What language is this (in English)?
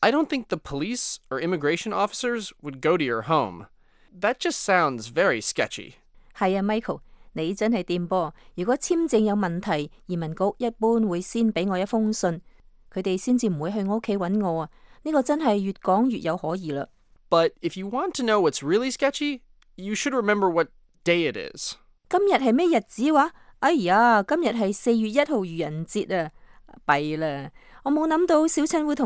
Cantonese